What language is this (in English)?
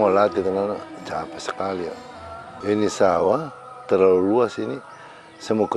Makassar Malay